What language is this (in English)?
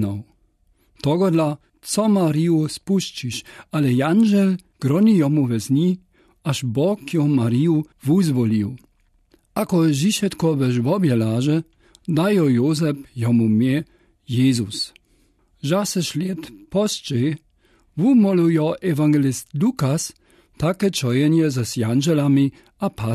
Lower Sorbian